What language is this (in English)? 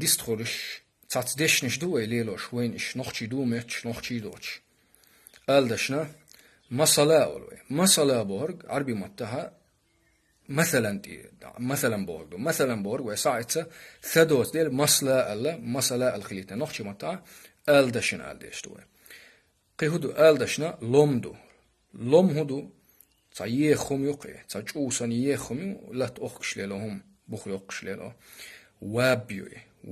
Chechen